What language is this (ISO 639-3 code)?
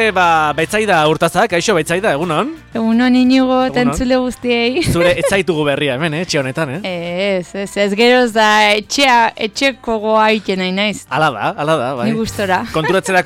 eus